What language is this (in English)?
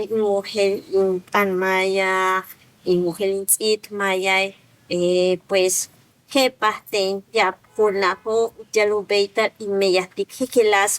Yucateco